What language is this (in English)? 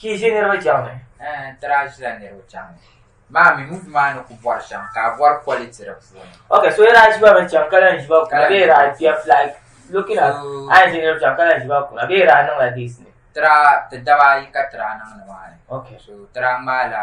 Dagbani